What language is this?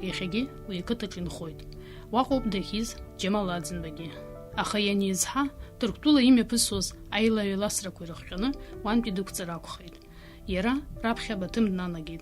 Abkhazian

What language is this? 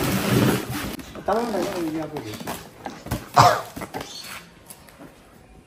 Malayalam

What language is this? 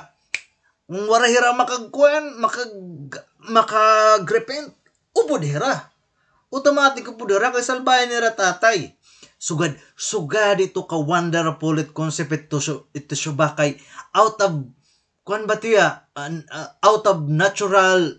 Waray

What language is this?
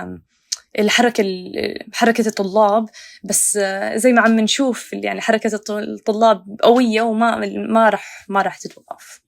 North Levantine Arabic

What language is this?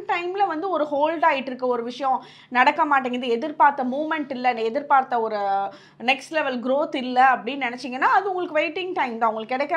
Tamil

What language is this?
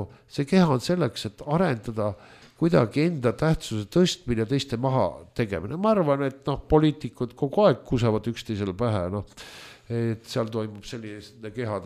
Estonian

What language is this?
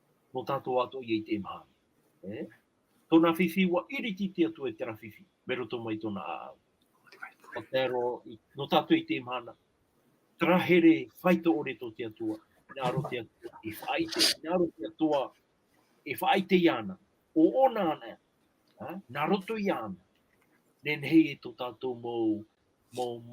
Tahitian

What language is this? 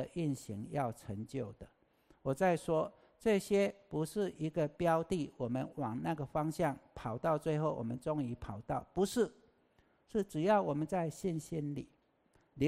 Chinese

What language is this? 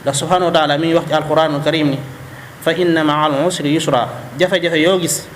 Wolof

